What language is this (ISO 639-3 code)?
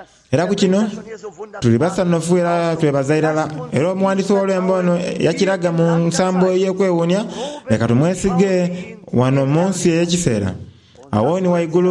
xog